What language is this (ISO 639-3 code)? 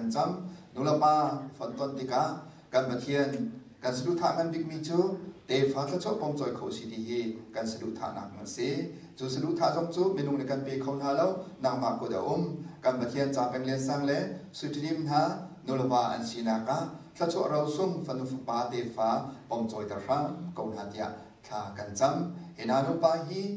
cnh